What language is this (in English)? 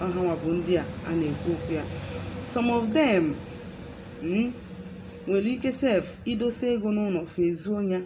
Igbo